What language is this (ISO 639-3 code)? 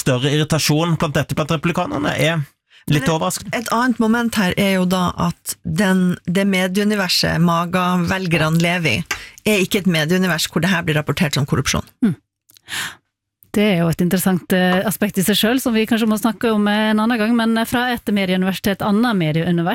nor